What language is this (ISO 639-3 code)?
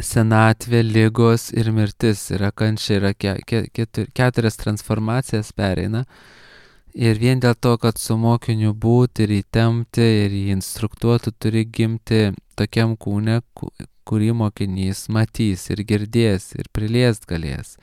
lit